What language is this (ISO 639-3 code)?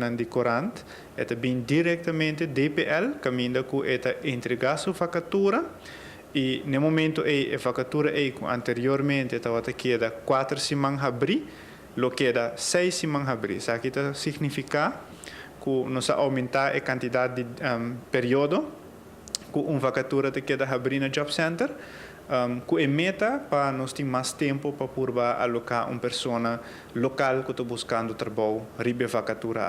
pap